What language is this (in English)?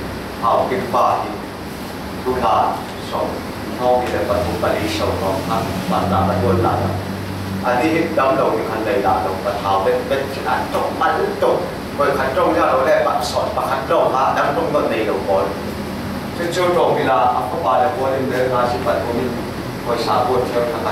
Falam Chin